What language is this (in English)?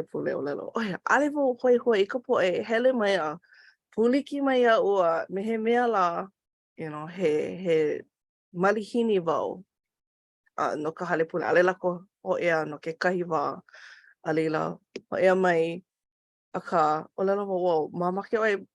Hawaiian